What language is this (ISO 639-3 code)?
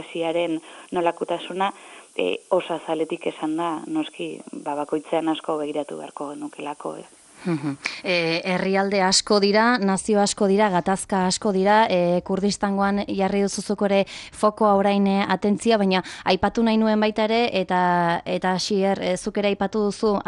eus